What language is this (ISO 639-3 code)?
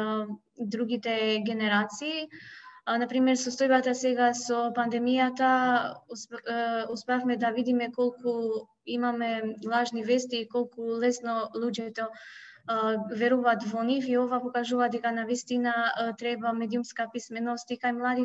mkd